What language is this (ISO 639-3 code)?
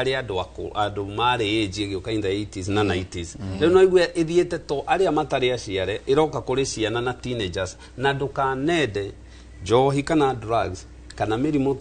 kik